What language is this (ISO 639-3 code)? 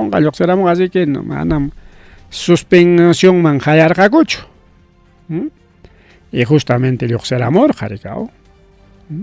quy